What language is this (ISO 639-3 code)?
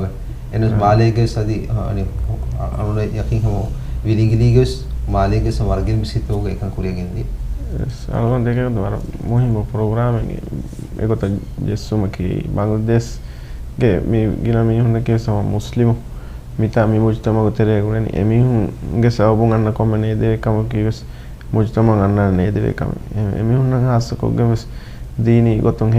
div